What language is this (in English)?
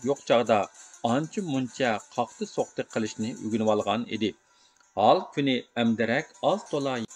Uyghur